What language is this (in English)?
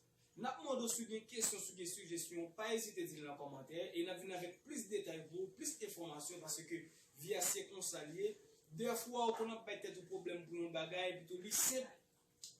Haitian Creole